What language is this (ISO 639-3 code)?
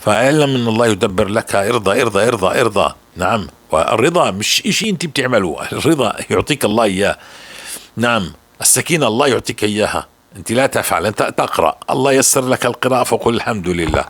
apc